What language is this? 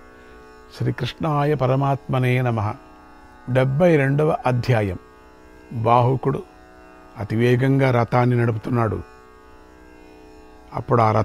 Telugu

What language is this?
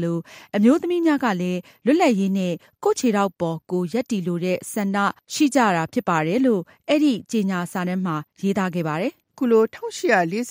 Burmese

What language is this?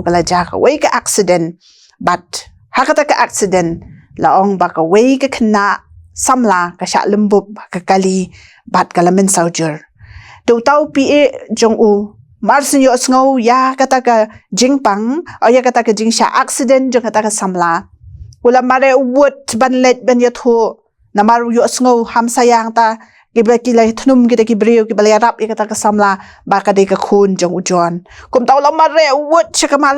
Khasi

